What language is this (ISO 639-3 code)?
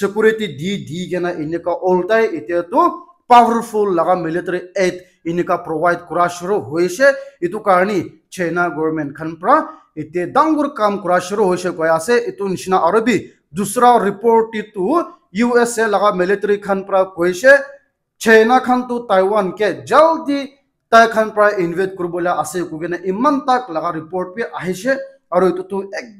nag